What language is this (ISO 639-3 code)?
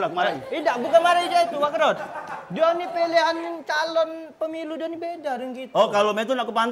mui